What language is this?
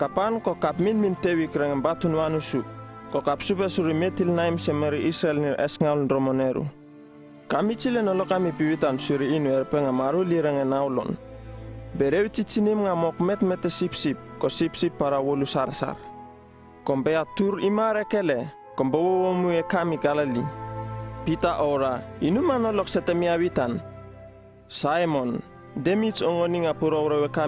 Uripiv-Wala-Rano-Atchin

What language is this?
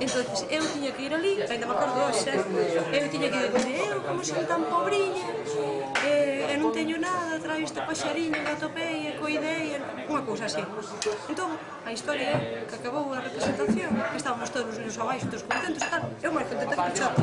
Galician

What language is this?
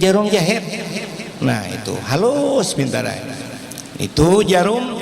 Banjar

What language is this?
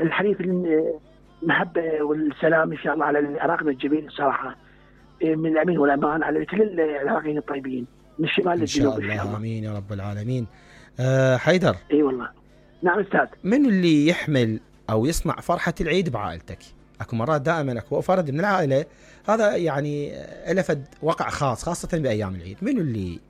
Mesopotamian Arabic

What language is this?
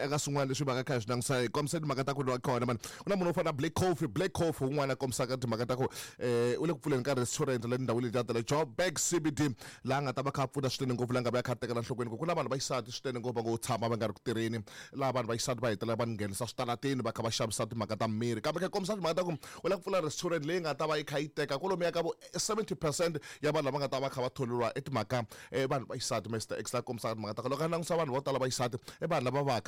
Tsonga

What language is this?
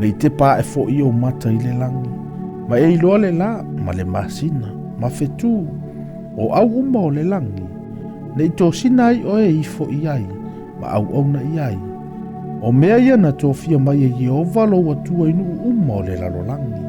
Samoan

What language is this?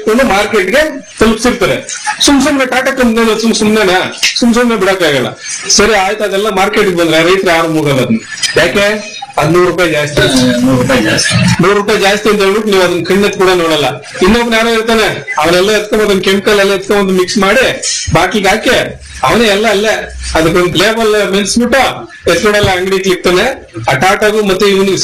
Kannada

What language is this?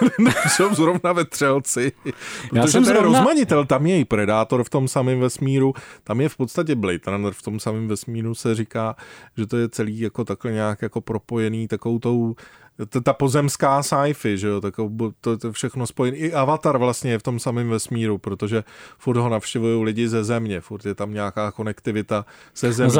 Czech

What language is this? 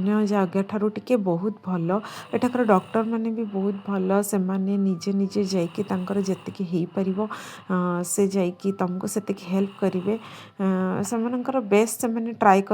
Odia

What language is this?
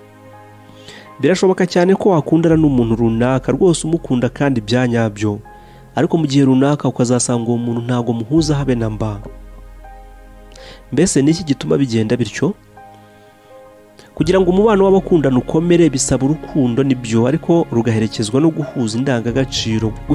Kinyarwanda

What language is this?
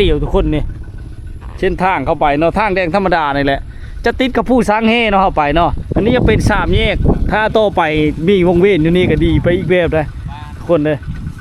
Lao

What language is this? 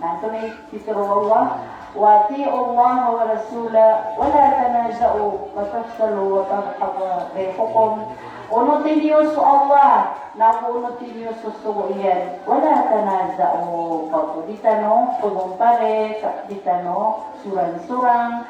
Maranao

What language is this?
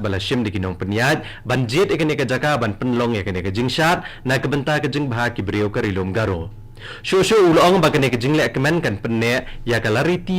Khasi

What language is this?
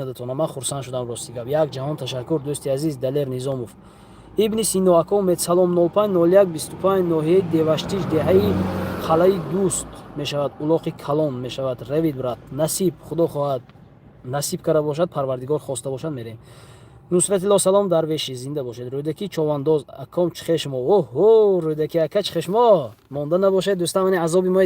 Tajik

